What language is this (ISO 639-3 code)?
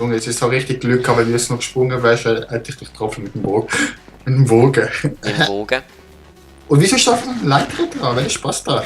gsw